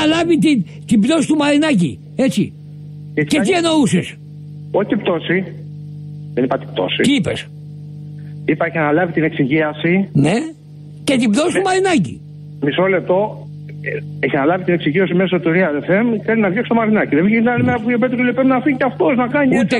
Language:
Greek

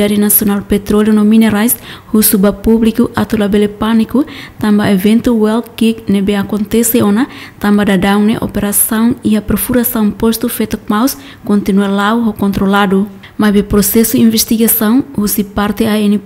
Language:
Tetum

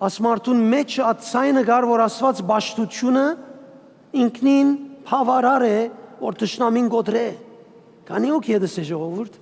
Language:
Western Armenian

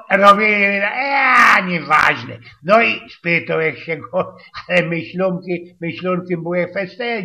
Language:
Silesian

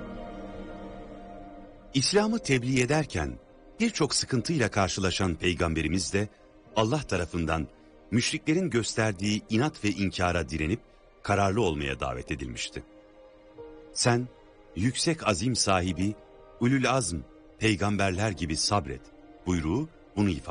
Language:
Turkish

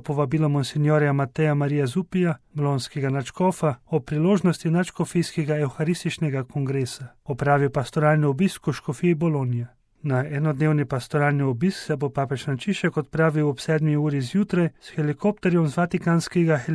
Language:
Slovenian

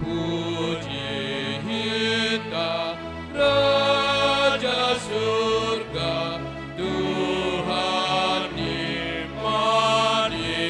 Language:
Batak Simalungun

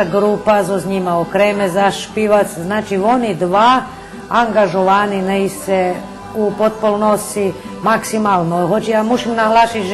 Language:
Rusyn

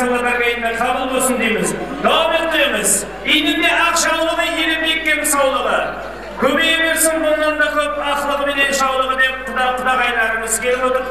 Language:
Kara-Kalpak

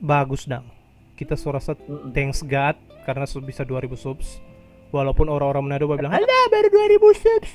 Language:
Manado Malay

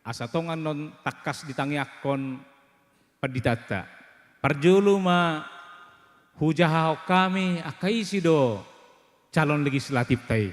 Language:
Batak Toba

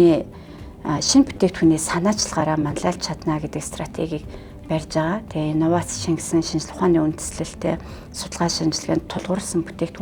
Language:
Mongolian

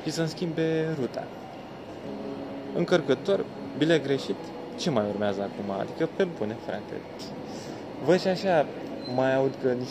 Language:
Romanian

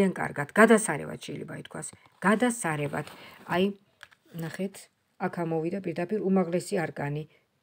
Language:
Georgian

